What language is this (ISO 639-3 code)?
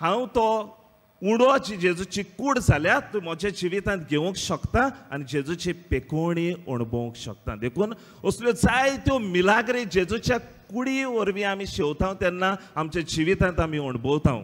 kok